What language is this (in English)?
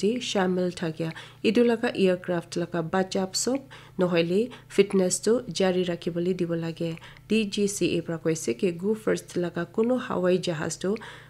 Naga Pidgin